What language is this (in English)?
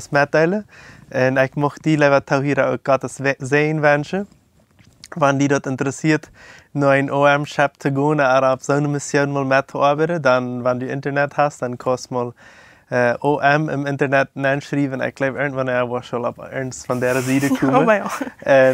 Plautdietsch